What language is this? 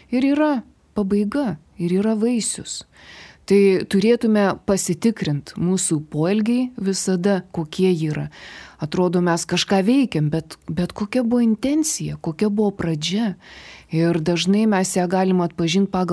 Lithuanian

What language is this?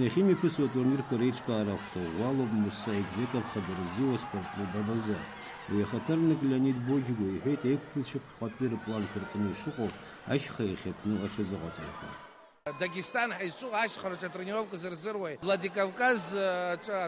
Abkhazian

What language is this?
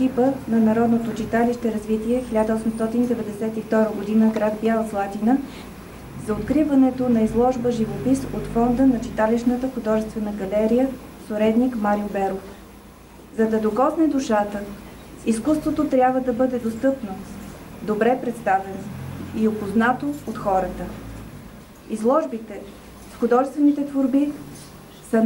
Bulgarian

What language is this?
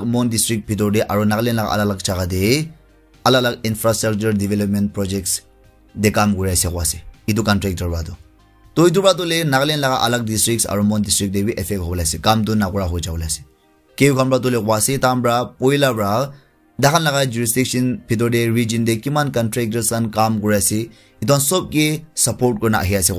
Naga Pidgin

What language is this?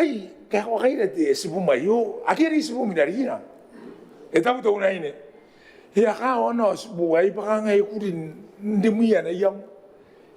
Gilbertese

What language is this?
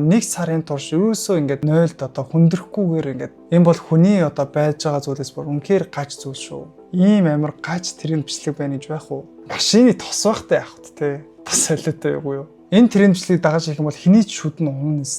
Mongolian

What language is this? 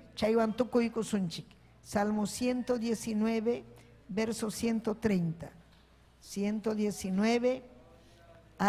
Ayacucho Quechua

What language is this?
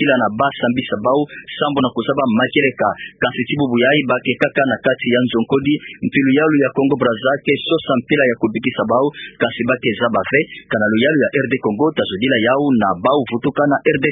Kituba (Democratic Republic of Congo)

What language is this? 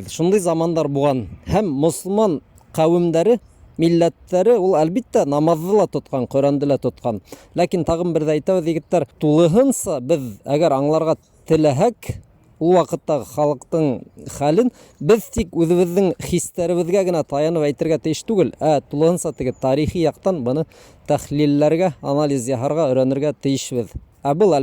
Bashkir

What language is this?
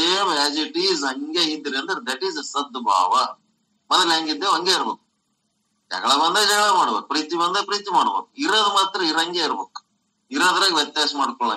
Kannada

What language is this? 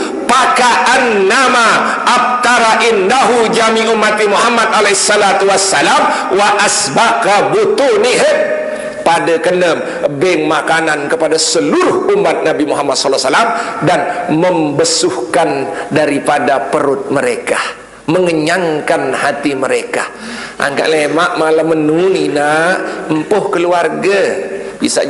Sasak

